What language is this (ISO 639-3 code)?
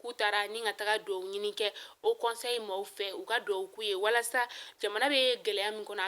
bam